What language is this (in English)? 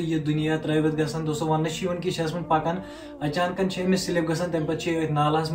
Kashmiri